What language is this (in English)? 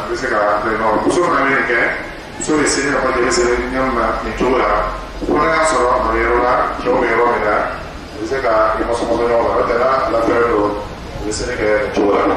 Dyula